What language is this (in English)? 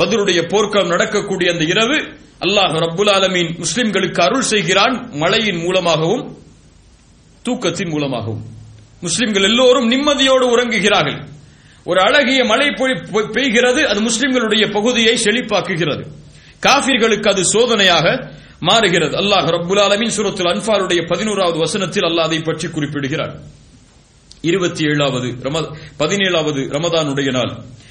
Tamil